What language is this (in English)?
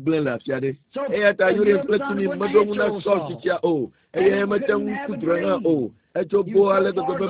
Ewe